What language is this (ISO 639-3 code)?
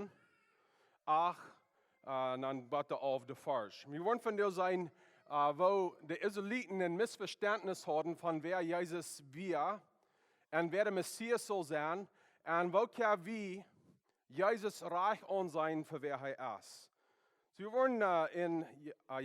pdt